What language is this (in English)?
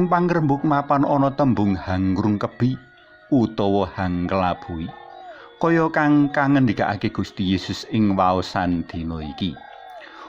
Javanese